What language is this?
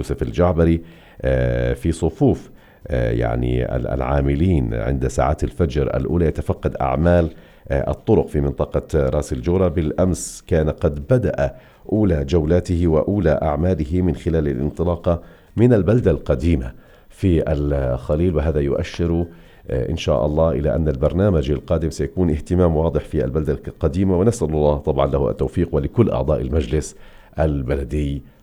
North Levantine Arabic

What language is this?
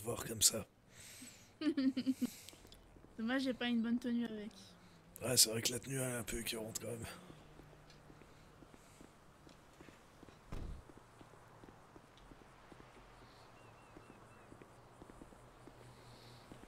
French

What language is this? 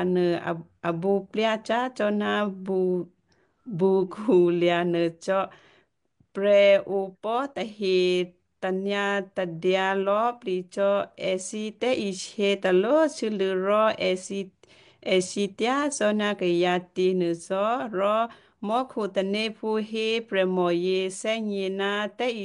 Western Kayah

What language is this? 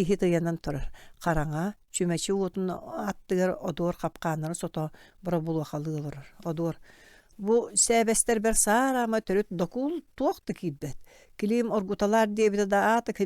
Yakut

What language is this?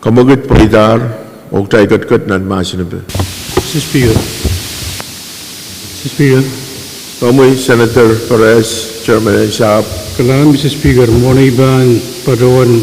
Pohnpeian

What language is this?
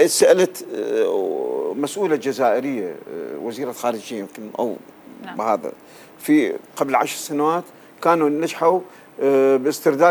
North Levantine Arabic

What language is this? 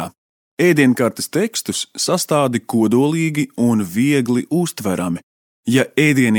Latvian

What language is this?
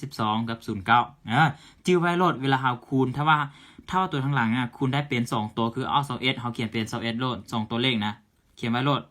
Lao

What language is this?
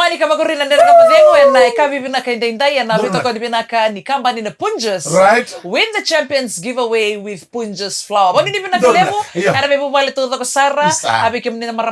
Fijian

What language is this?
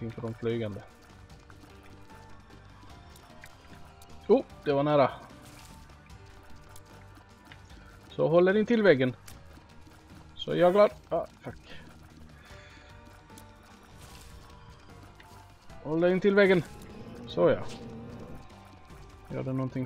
Swedish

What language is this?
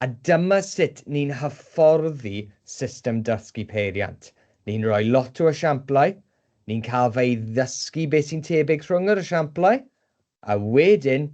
Welsh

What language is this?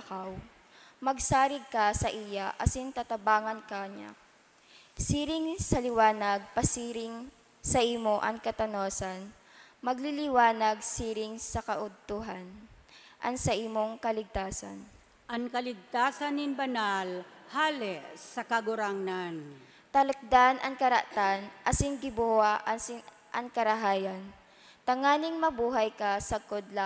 Bikol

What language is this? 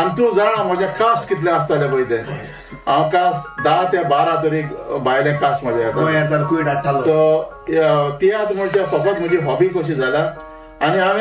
Konkani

